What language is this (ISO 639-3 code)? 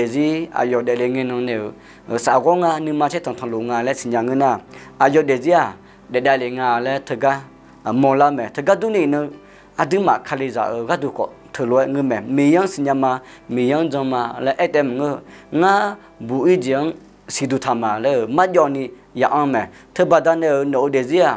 ahk